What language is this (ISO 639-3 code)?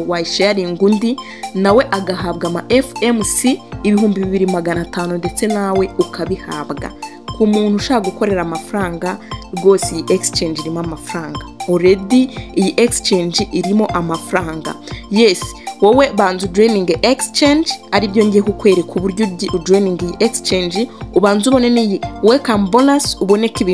kin